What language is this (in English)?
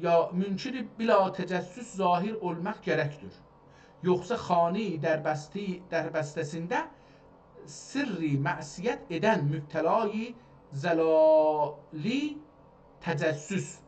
South Azerbaijani